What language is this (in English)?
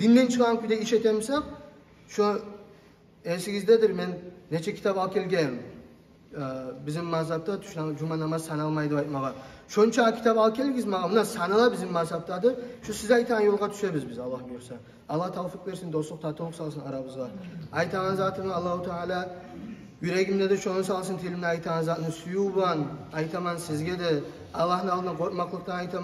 Kumyk